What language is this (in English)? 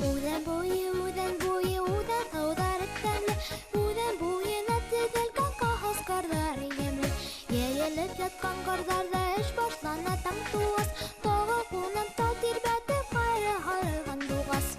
Bashkir